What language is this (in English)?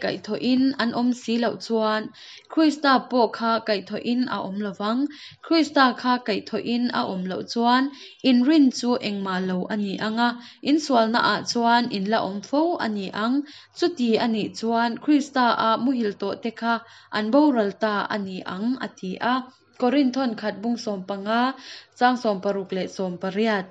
Hakha Chin